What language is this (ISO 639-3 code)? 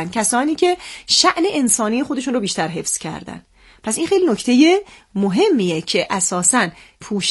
fas